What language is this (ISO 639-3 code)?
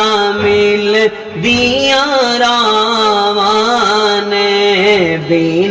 phr